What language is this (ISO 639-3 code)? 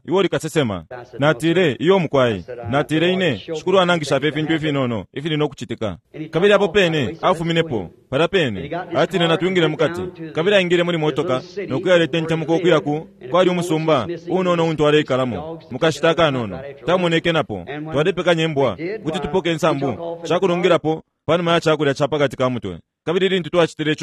bem